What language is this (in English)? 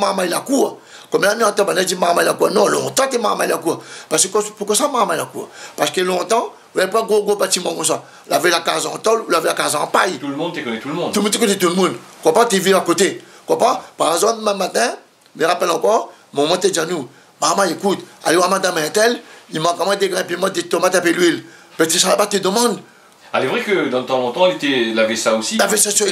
Réunion Creole French